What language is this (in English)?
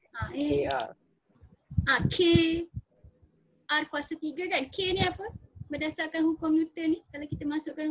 Malay